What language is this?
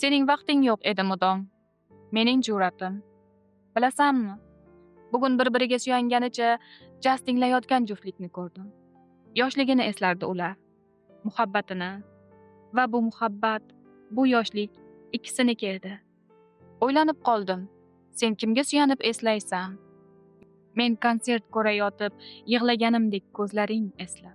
Uzbek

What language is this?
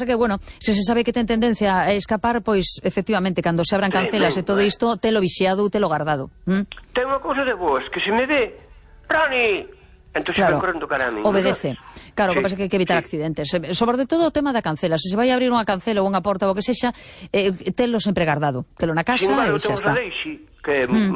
Galician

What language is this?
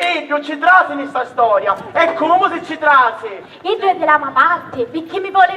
Sicilian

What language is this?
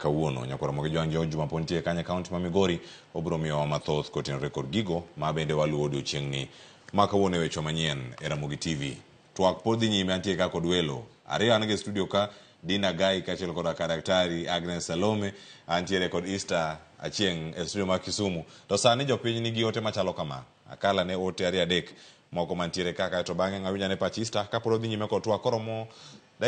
Luo (Kenya and Tanzania)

